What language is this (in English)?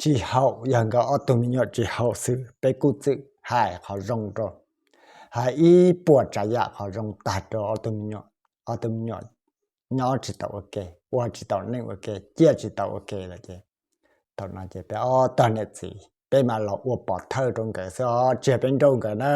Hmong